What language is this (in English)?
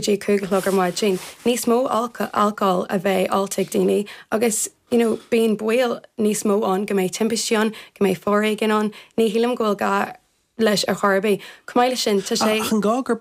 Irish